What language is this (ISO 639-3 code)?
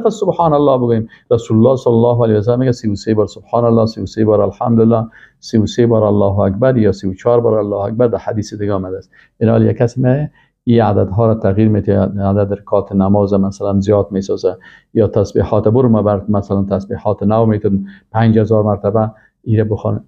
fas